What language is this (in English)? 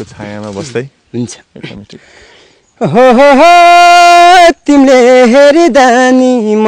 Nepali